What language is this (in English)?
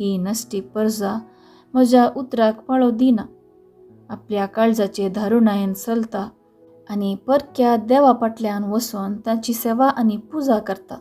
Konkani